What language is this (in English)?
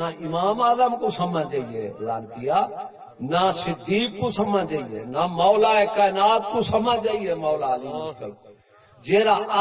Saraiki